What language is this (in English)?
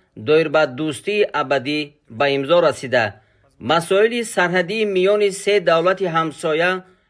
Tajik